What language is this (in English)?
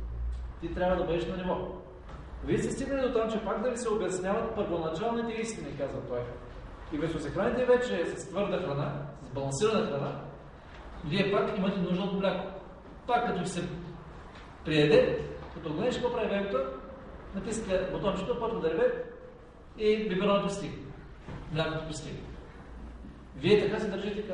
Bulgarian